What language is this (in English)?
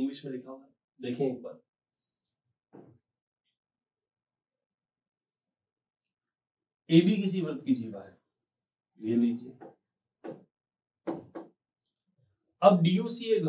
Hindi